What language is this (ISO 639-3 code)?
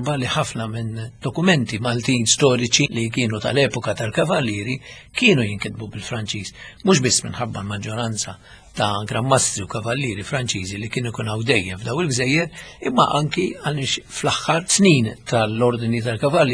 mlt